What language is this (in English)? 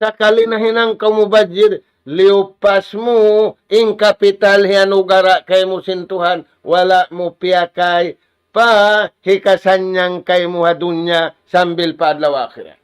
Tausug